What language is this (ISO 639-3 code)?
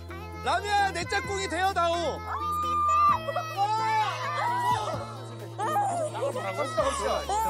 kor